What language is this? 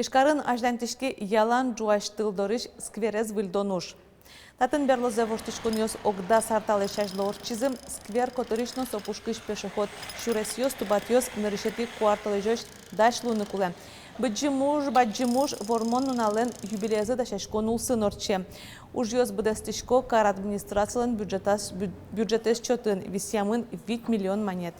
Udmurt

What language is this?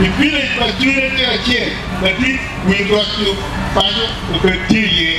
Acoli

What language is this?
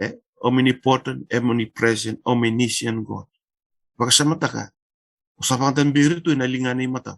Fijian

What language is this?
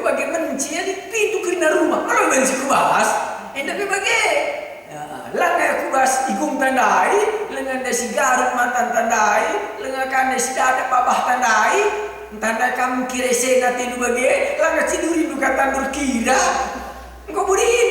Batak Karo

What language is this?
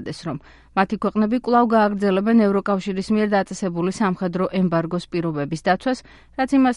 Georgian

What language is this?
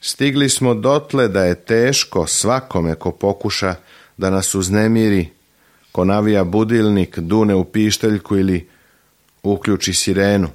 Serbian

